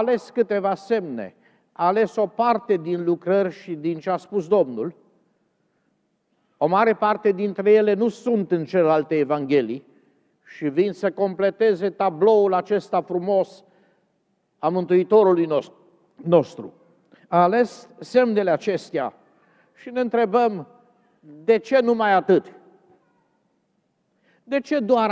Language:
Romanian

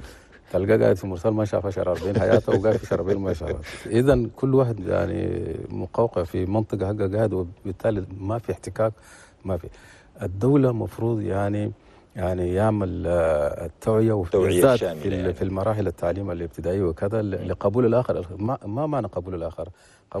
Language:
Chadian Arabic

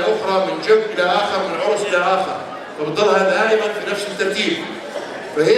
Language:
North Levantine Arabic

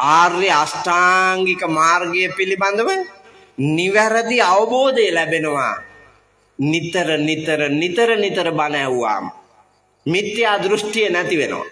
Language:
Sinhala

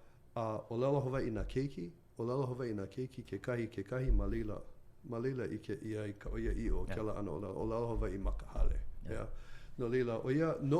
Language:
Hawaiian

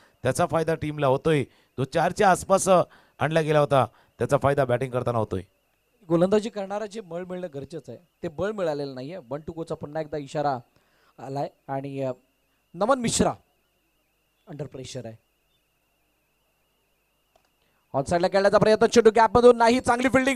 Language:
Marathi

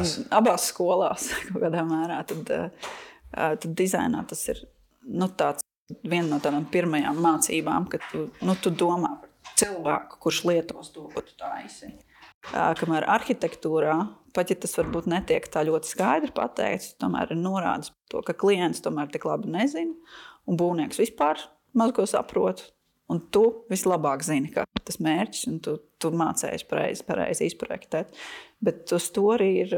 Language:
Latvian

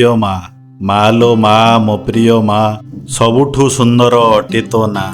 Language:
Odia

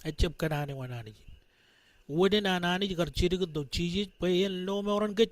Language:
Marshallese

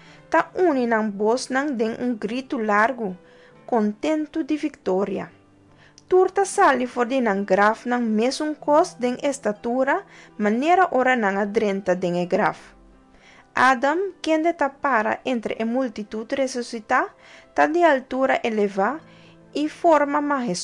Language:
Papiamento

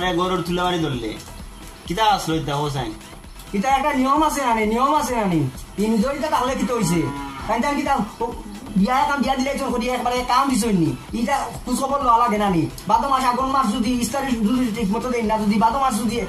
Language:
Sylheti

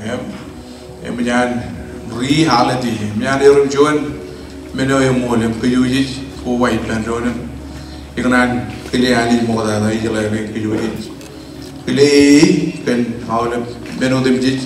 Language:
Marshallese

